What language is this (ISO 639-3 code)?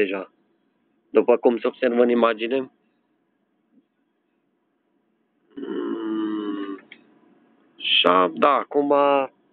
ron